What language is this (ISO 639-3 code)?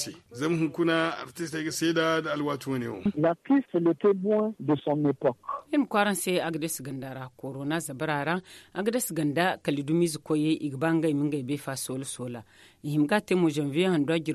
dje